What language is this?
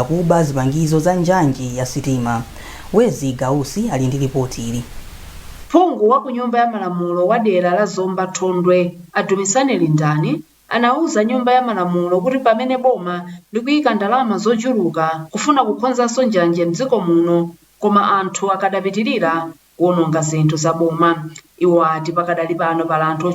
Nyanja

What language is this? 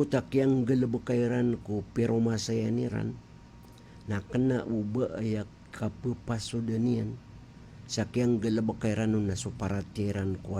Maranao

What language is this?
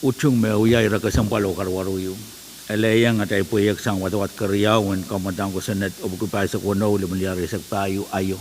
Pohnpeian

